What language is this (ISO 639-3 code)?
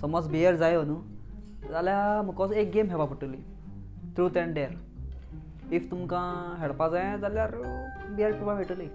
kok